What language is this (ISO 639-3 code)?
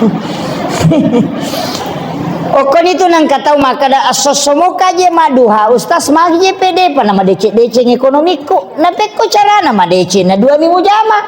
bug